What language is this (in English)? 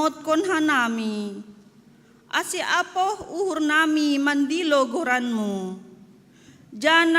Batak Simalungun